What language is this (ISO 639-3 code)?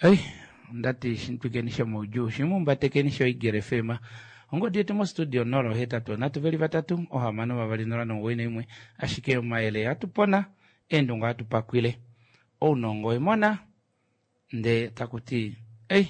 kua